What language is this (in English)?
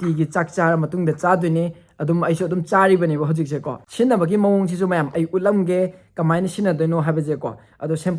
Manipuri